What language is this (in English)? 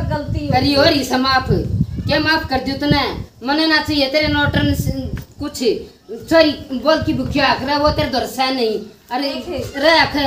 Haryanvi